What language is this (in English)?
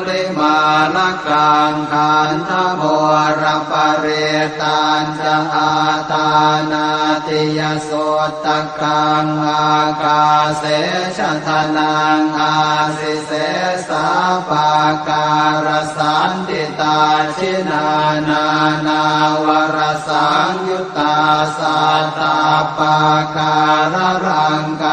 Pali